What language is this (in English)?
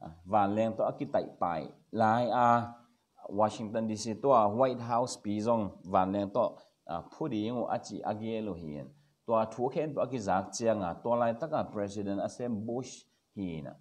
Tedim Chin